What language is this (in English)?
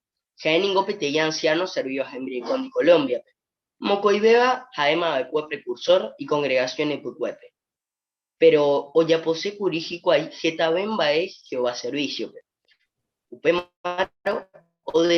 Guarani